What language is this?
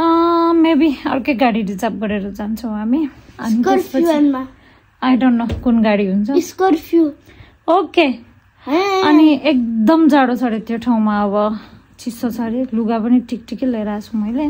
Nepali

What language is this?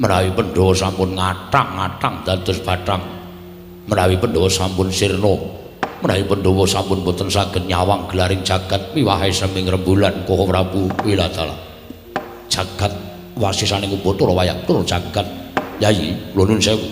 Javanese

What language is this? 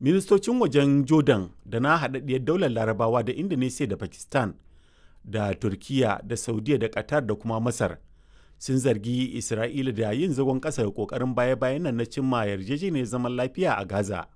Hausa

